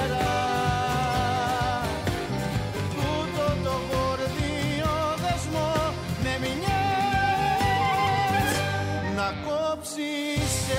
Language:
Greek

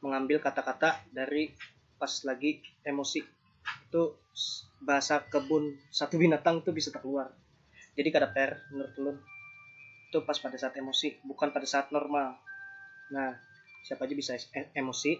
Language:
Banjar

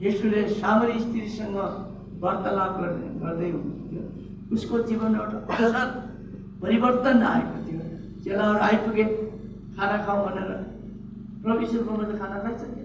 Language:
Nepali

